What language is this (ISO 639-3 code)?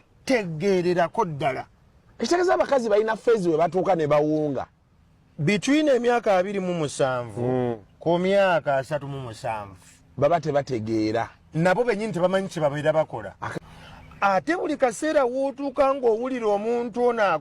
lug